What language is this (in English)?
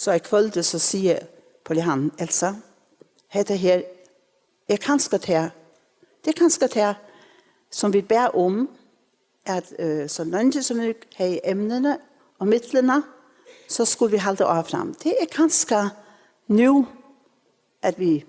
Faroese